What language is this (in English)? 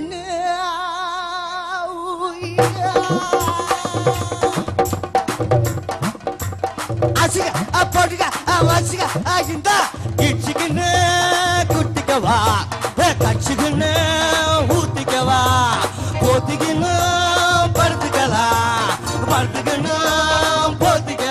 Tamil